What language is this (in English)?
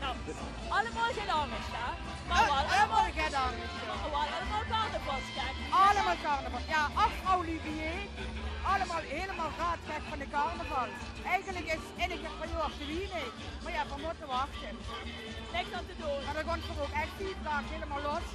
Limburgish